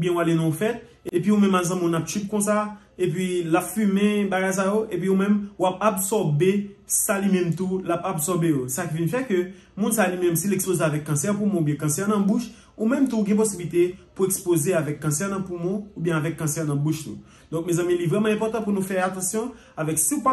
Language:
Haitian Creole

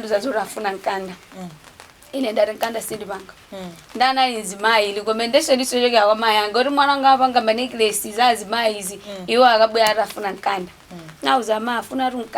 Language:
Nyanja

